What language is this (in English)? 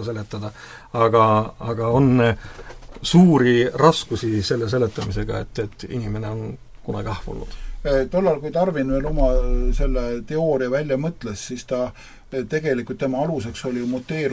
Estonian